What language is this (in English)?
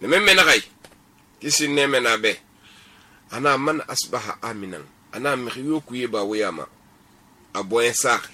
Susu